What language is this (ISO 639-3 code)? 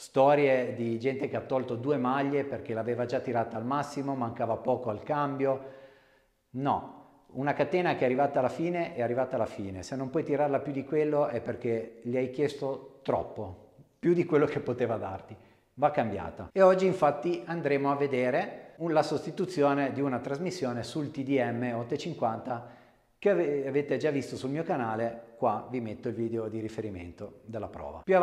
ita